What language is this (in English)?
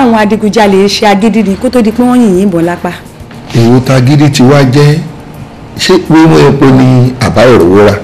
Yoruba